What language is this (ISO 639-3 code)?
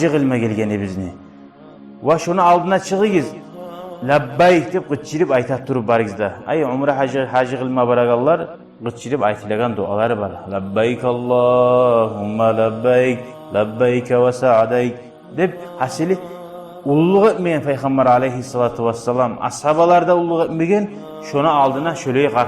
kum